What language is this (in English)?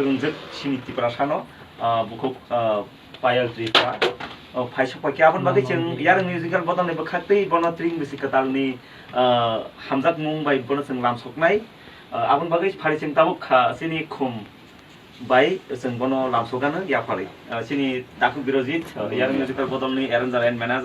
Kok Borok